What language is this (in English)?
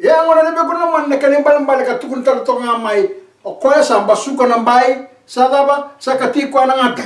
Fijian